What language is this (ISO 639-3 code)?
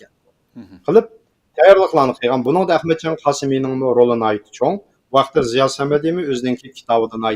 uig